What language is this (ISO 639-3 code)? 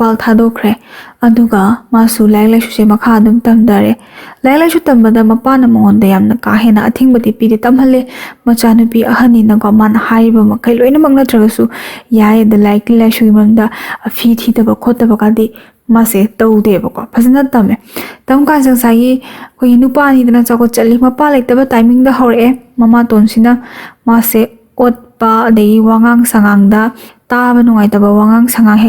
mni